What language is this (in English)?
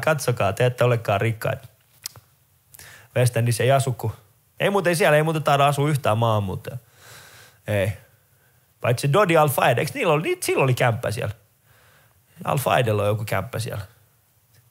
Finnish